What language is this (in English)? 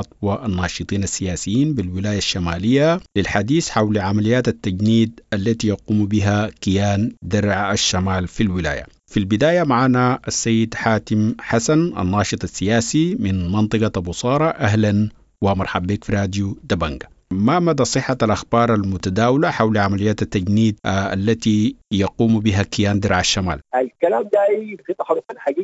Sudanese Arabic